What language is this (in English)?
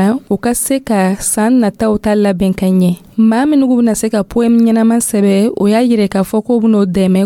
Dyula